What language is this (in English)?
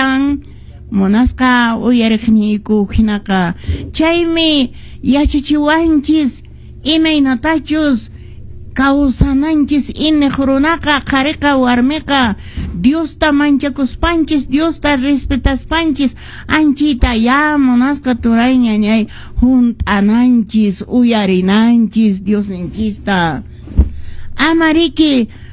Quechua